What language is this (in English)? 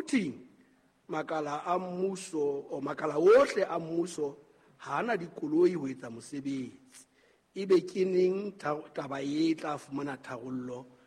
Southern Sotho